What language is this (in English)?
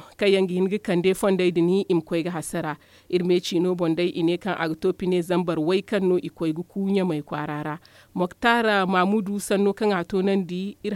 Zarma